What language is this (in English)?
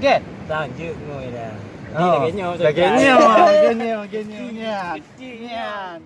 Achinese